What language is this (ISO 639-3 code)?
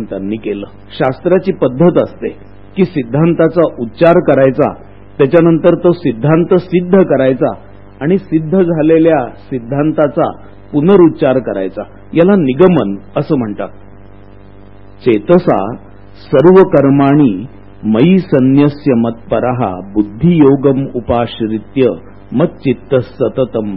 mar